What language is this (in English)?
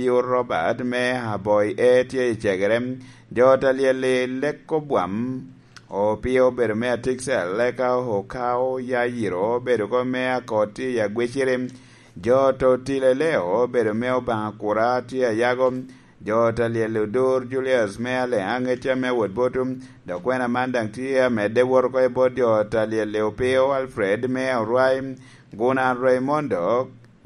Lango (Uganda)